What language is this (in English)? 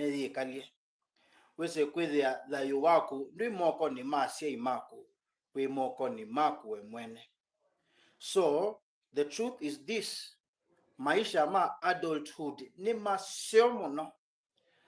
Kamba